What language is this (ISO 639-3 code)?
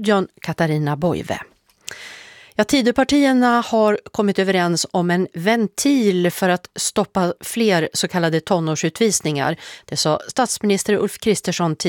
swe